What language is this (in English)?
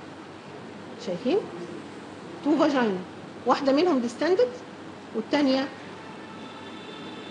Egyptian Arabic